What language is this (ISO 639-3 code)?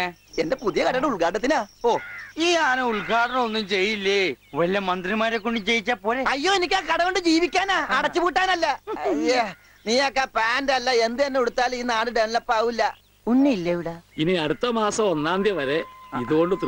mal